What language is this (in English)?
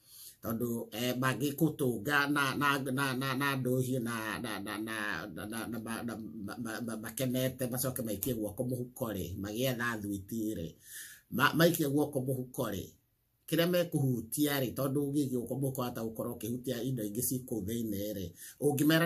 Kikuyu